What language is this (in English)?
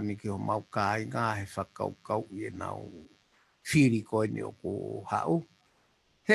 Tongan